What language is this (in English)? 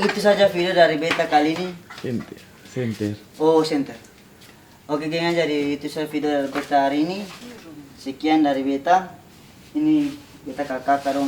Ambonese Malay